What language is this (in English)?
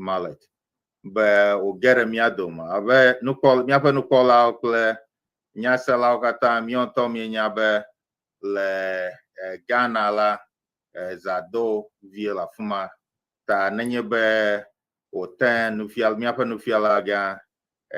Ewe